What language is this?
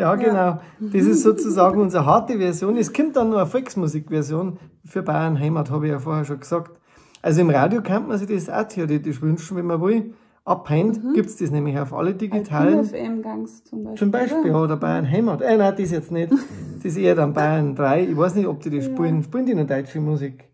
Bavarian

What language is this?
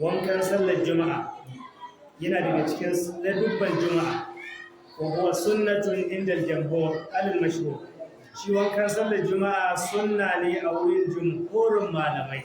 Hausa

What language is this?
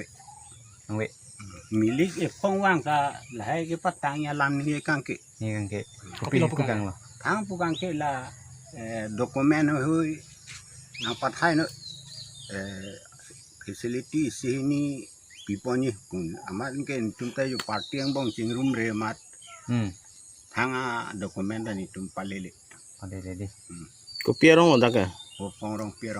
Karbi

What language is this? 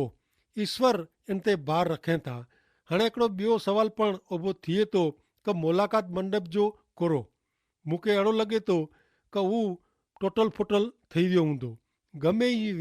Kachhi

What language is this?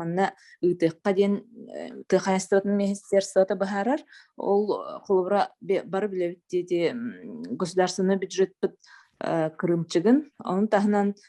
Yakut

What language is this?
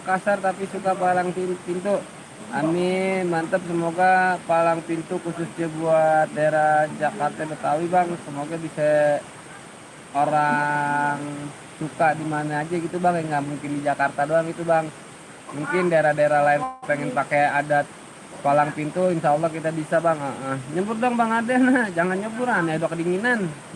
Betawi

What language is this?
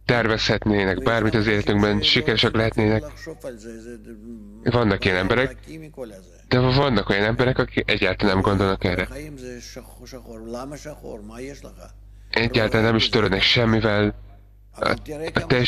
Hungarian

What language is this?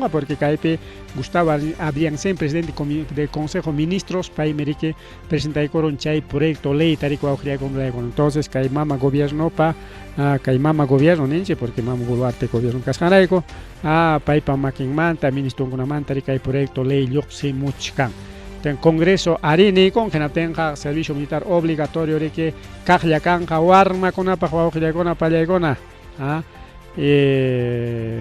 Ayacucho Quechua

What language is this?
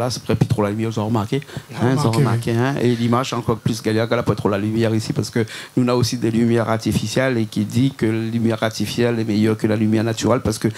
Réunion Creole French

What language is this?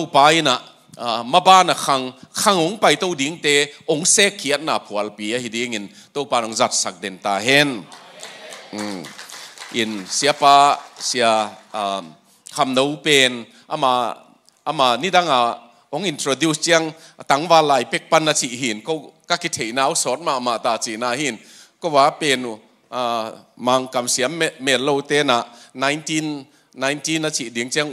Tedim Chin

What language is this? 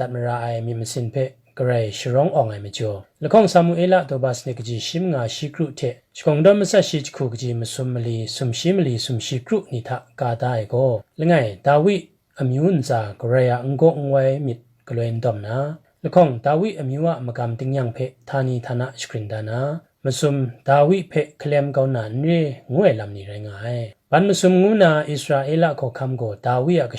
Kachin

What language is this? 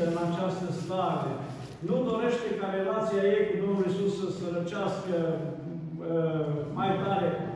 Romanian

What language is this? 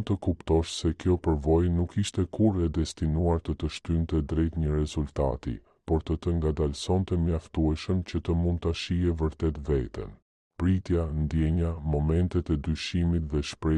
Albanian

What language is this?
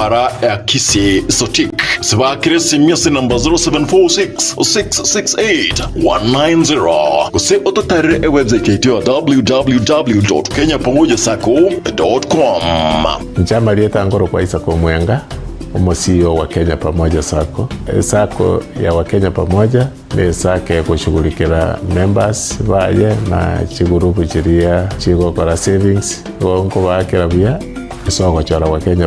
Gusii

